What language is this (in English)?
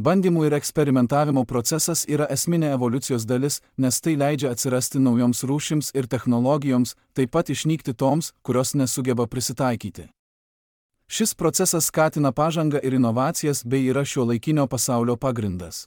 Lithuanian